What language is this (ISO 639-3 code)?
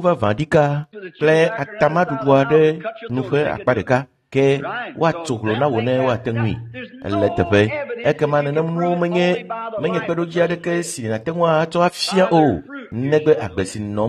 ewe